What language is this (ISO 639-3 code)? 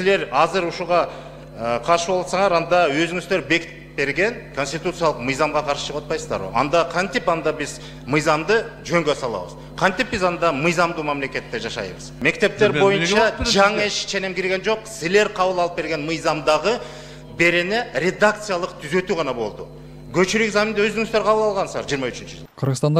kir